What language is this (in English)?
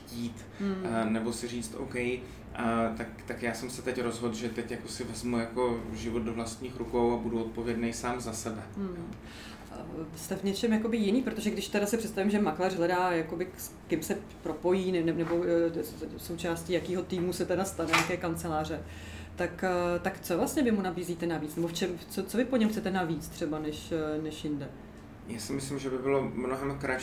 Czech